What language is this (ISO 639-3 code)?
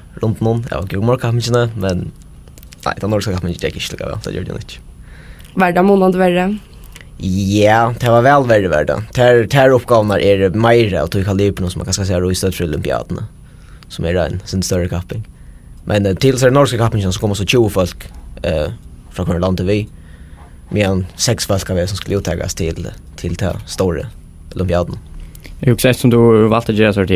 fao